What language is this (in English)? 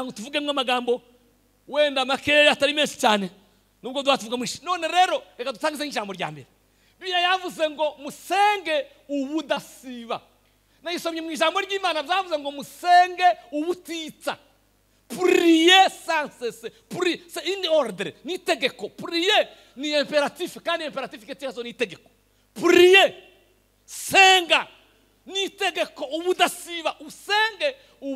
Kinyarwanda